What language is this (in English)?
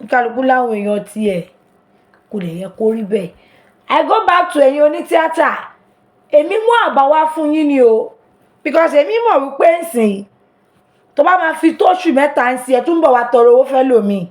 Yoruba